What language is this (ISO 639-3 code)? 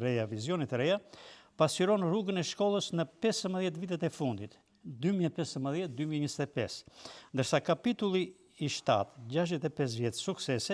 sqi